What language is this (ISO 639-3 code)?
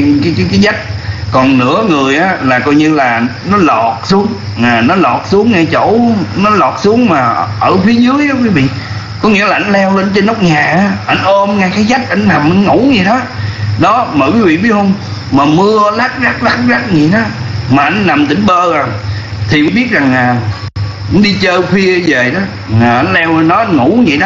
vie